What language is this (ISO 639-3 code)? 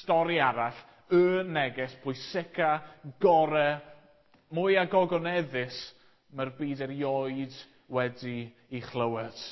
cym